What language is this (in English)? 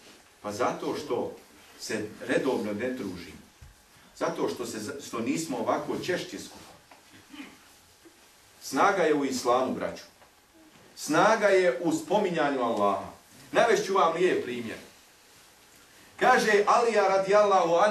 Bosnian